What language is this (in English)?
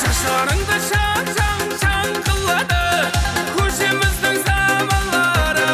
Kara-Kalpak